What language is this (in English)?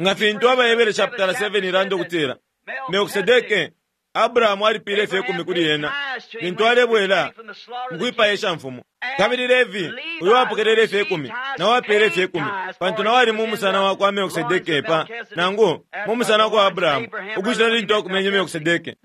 Bemba